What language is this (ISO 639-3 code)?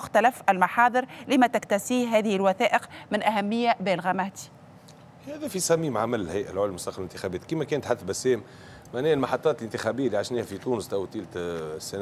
aeb